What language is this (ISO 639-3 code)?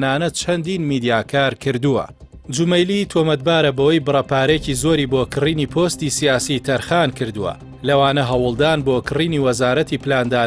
ckb